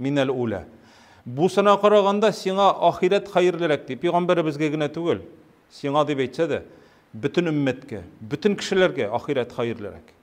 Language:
Tatar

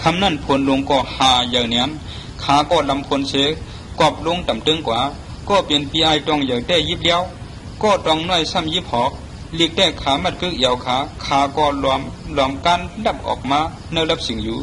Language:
Shan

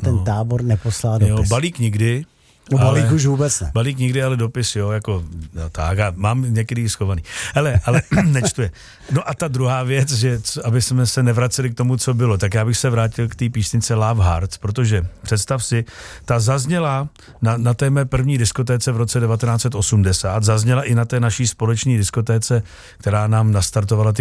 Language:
Czech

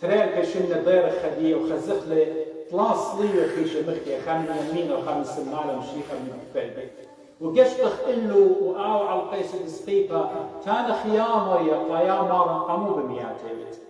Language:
Assyrian Neo-Aramaic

